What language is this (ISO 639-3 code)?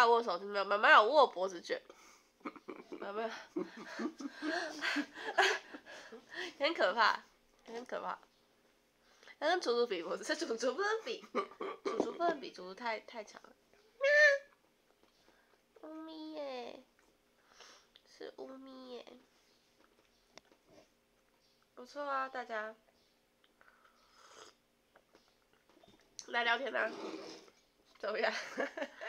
zho